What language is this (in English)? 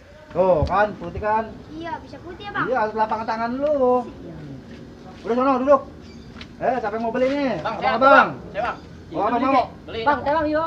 Betawi